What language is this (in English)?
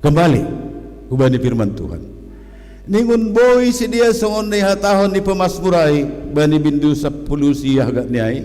Batak Simalungun